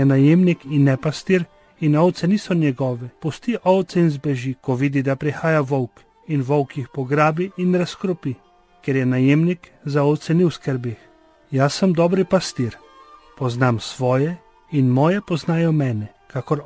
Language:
Slovenian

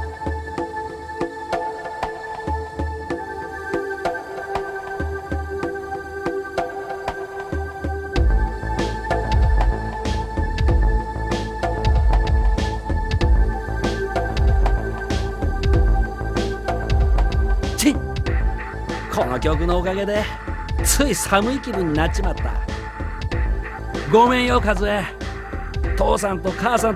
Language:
Japanese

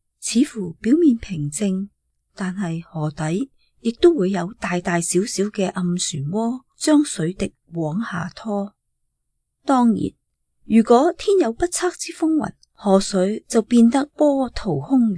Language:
Cantonese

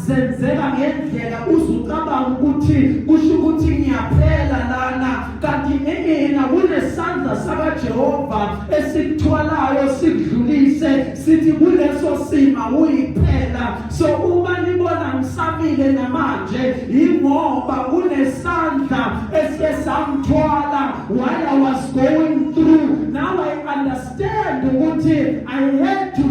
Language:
Zulu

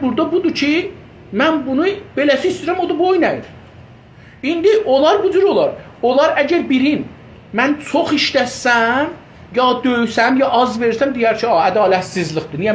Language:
South Azerbaijani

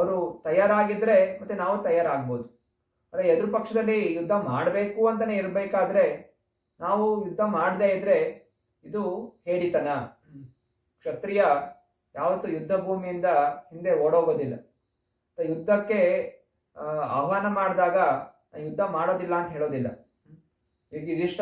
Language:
Kannada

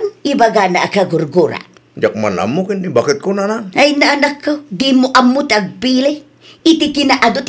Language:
Iloko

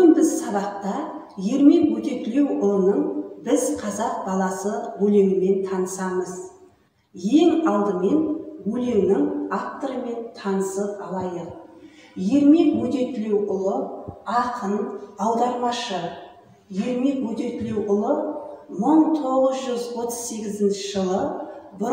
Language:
Kazakh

